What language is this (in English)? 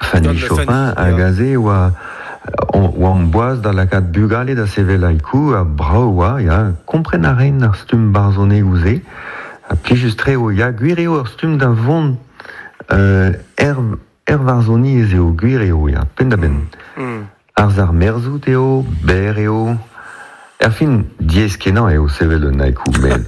Breton